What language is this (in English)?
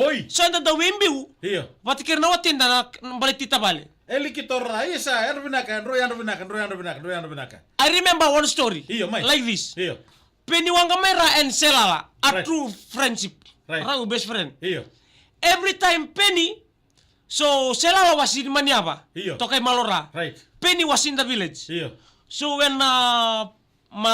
Fijian